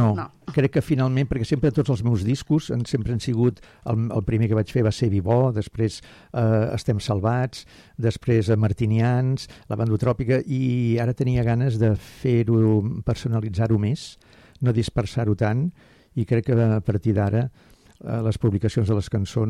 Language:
Catalan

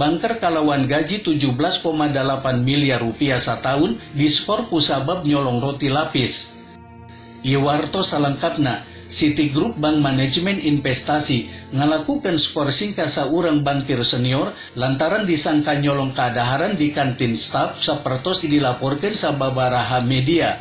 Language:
Sundanese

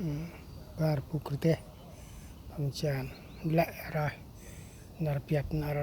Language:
Central Mnong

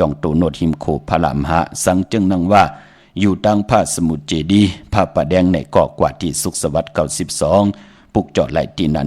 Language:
Shan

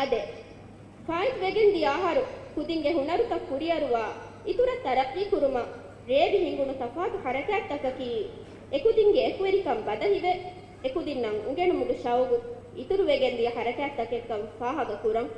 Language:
Divehi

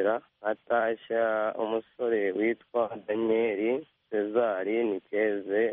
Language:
Kinyarwanda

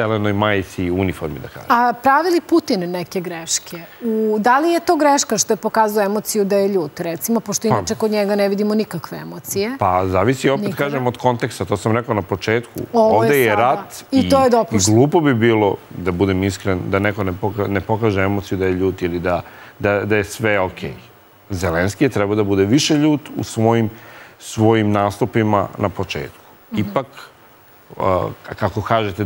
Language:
Serbian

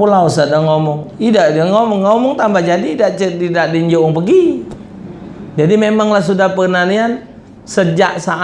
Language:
Musi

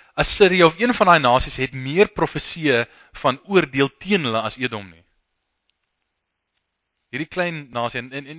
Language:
Afrikaans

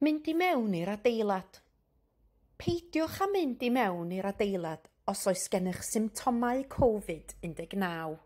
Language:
Welsh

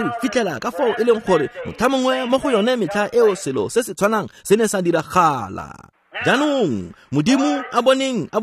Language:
Tswana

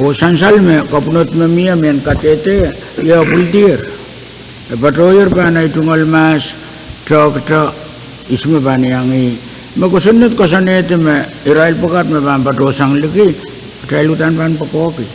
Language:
Pohnpeian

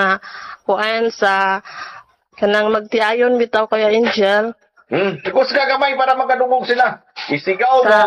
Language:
Cebuano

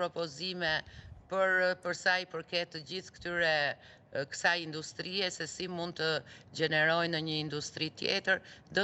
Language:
Albanian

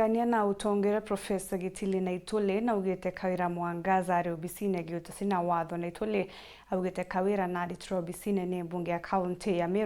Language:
Meru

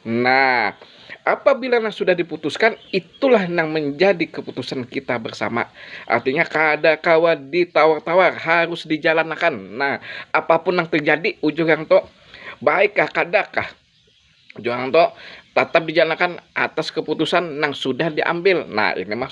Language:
Banjar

